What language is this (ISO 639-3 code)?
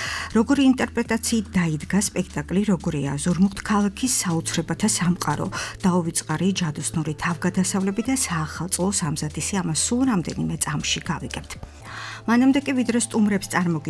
kat